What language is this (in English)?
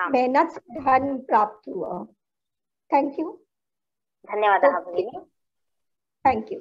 Sanskrit